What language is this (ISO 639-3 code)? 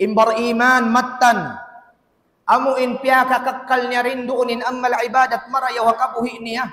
tsg